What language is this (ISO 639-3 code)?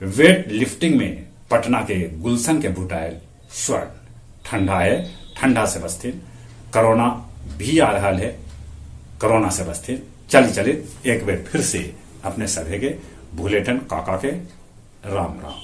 mag